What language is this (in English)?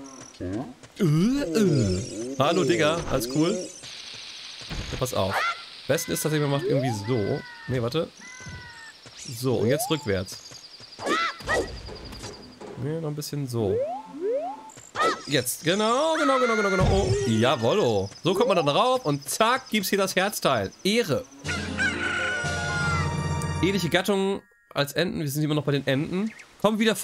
German